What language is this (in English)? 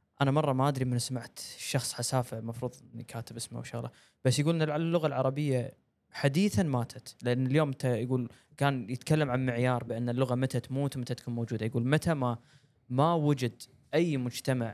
Gulf Arabic